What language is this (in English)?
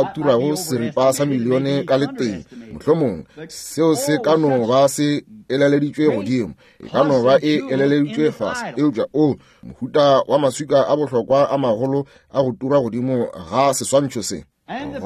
Northern Sotho